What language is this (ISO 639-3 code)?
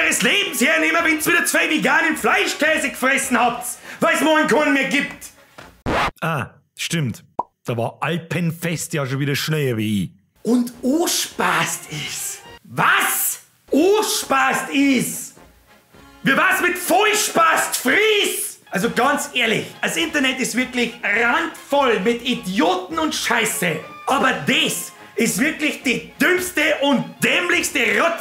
bar